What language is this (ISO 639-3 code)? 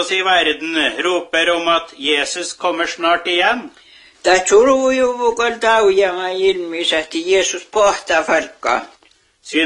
nor